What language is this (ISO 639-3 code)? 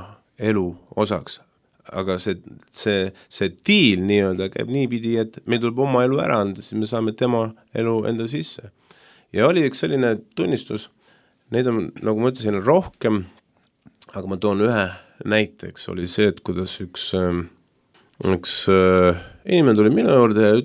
est